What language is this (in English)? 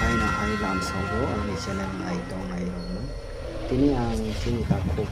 Kok Borok